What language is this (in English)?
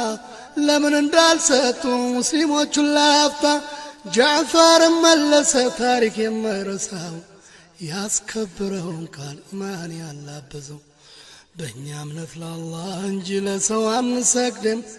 Amharic